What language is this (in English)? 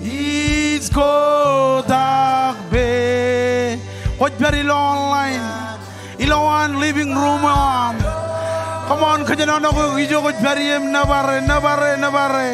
Marshallese